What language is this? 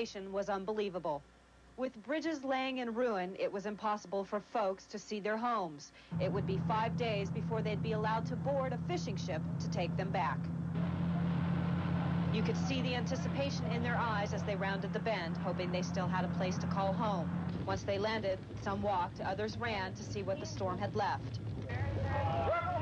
English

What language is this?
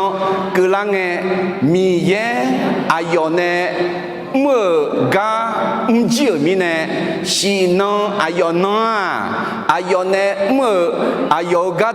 Akha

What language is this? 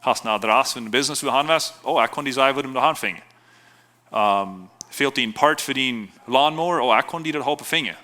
Plautdietsch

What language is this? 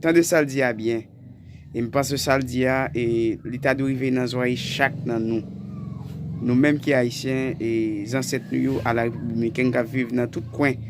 Haitian Creole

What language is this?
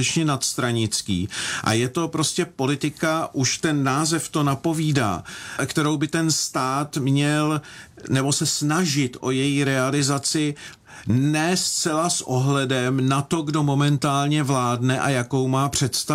Czech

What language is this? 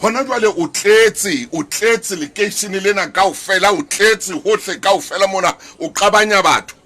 Southern Sotho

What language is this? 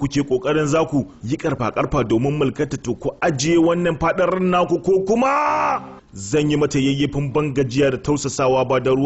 Hausa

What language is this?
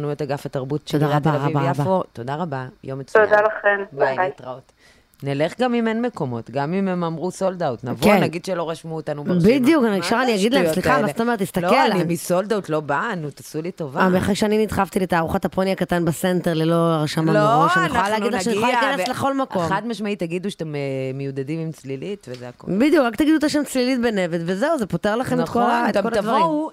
Hebrew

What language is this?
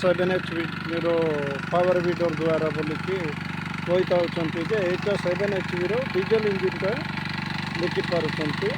Odia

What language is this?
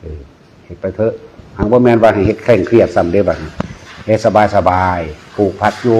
Northeastern Thai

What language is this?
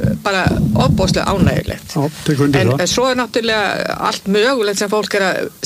Icelandic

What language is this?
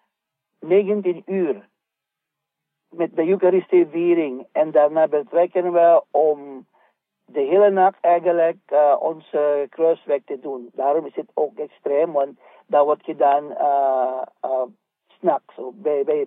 Dutch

